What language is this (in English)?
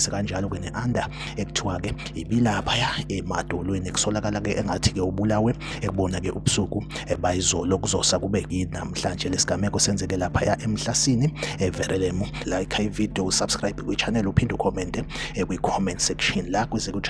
Zulu